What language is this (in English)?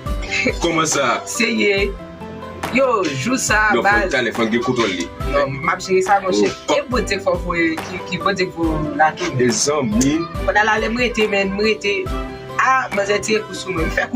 Haitian Creole